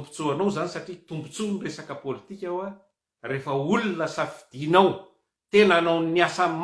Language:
Malagasy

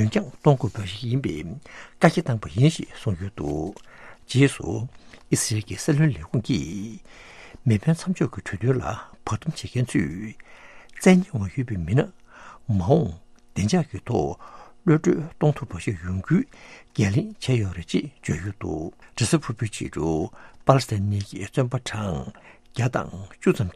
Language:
Tibetan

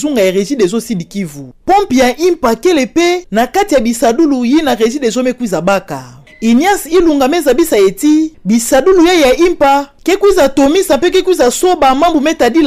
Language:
Kituba (Democratic Republic of Congo)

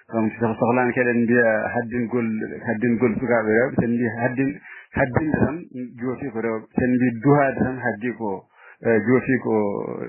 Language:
Fula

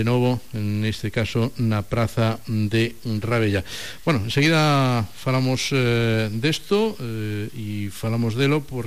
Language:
Galician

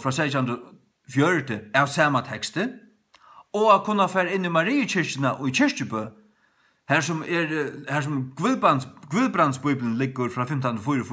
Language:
Faroese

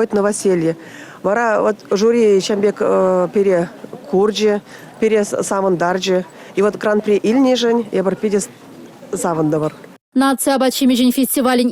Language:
Chuvash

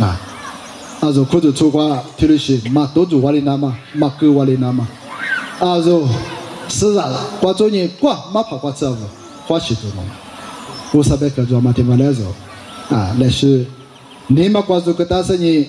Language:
Lisu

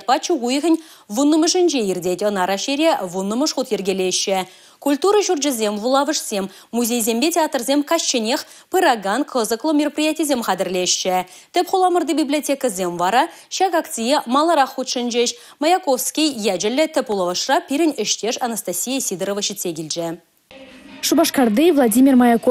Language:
Chuvash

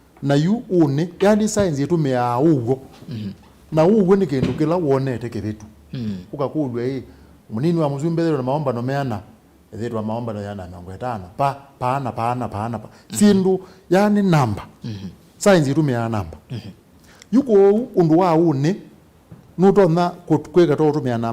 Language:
Kamba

